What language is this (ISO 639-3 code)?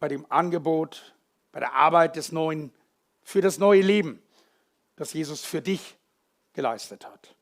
gsw